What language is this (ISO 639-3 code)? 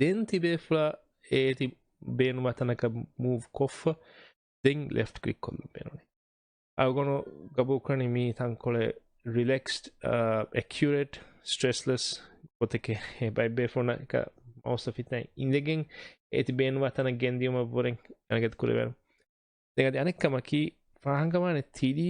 div